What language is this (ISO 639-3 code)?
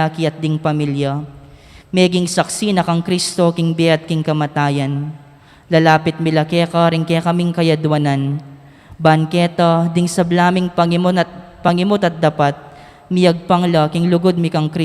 pam